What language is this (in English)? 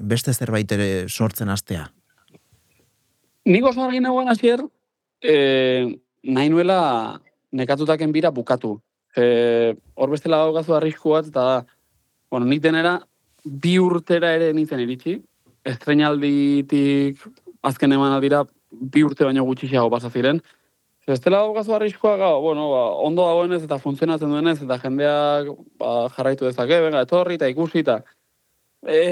Basque